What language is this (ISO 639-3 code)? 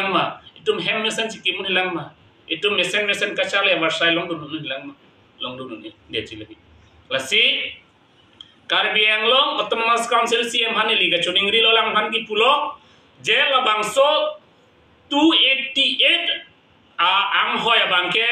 mjw